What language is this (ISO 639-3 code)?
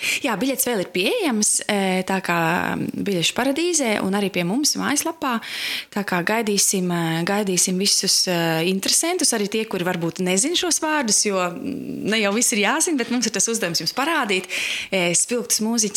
lav